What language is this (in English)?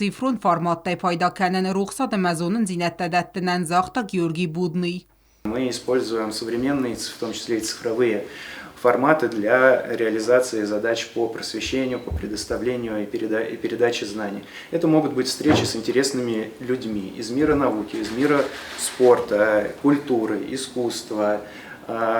Ossetic